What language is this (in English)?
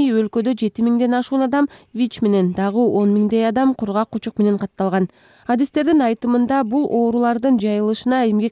Kyrgyz